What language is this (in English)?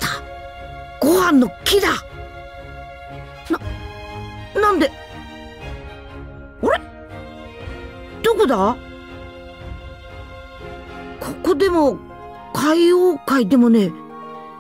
Japanese